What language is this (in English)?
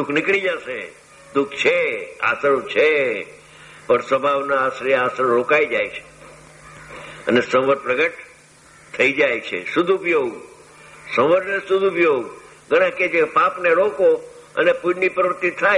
Gujarati